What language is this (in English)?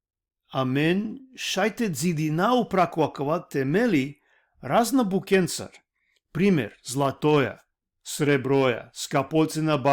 Balkan Romani